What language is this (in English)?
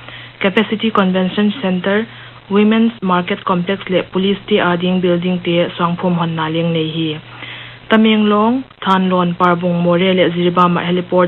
Paite Chin